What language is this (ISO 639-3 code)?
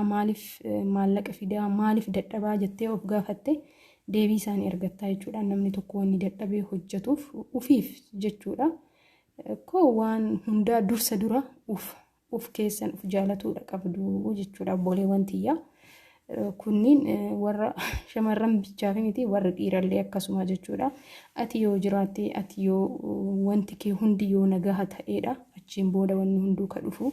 orm